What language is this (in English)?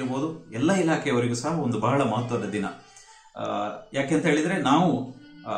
Kannada